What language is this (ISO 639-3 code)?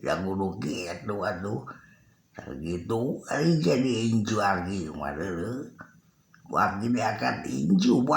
sun